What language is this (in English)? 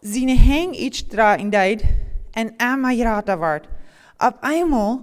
Plautdietsch